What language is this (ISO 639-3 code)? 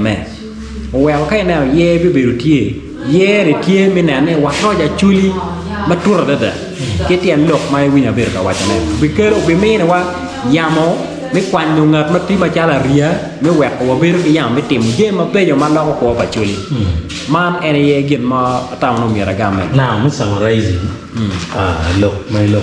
ach